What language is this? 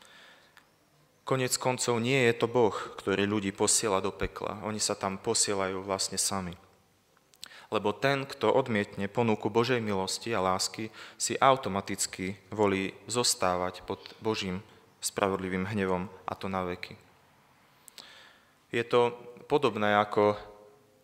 Slovak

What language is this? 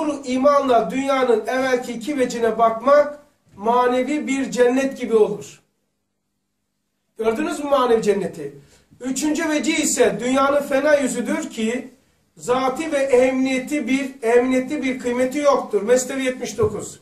Turkish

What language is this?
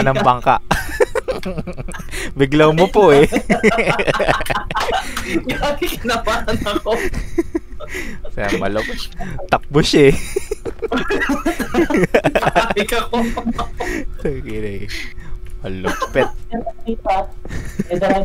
Filipino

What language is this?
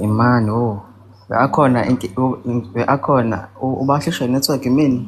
Zulu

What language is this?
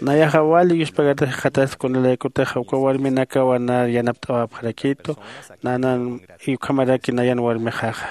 Aymara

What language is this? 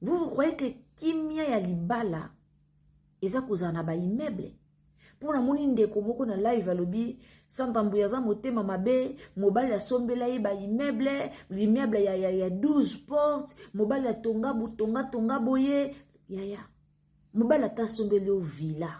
Lingala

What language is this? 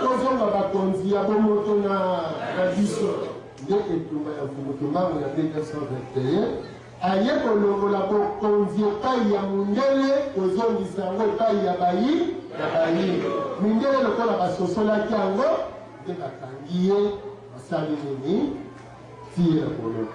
Lingala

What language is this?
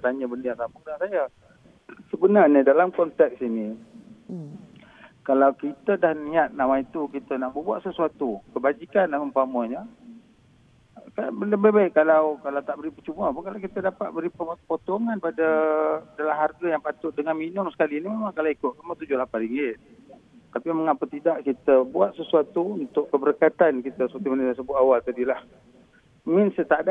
Malay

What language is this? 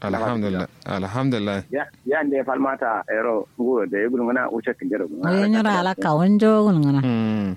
Kanuri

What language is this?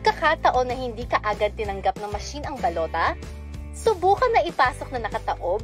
Filipino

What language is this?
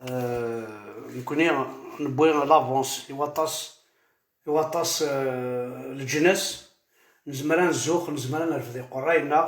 Kabyle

